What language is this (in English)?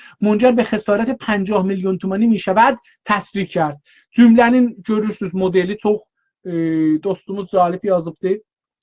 South Azerbaijani